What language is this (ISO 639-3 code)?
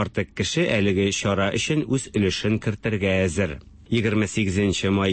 tat